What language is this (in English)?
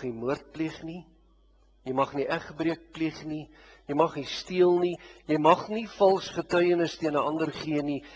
Afrikaans